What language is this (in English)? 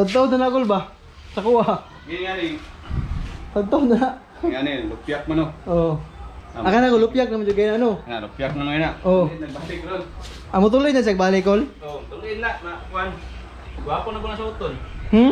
Cebuano